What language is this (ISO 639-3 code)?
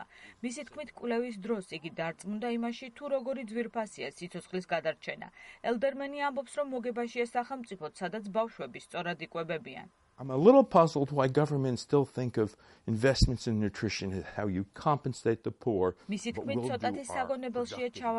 kat